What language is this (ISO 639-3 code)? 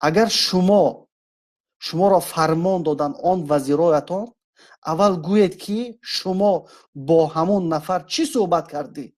tgk